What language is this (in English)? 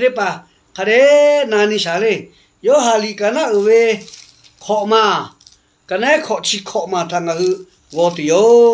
Lahu